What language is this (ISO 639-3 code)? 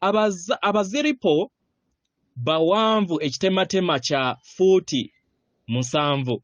lug